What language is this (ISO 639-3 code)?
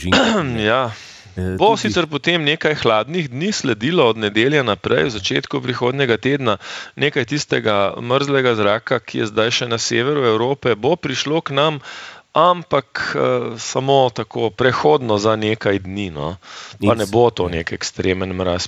slv